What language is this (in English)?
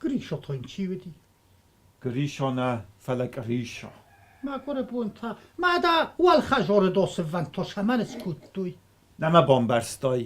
Ossetic